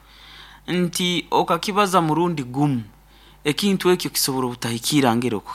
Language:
Nyoro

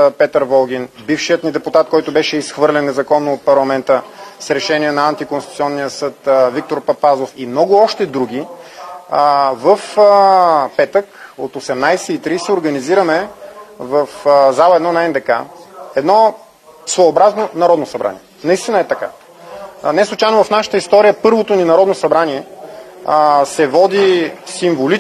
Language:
Bulgarian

